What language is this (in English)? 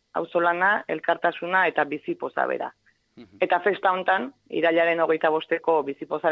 Basque